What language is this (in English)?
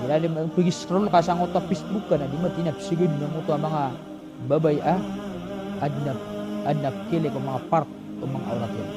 Maranao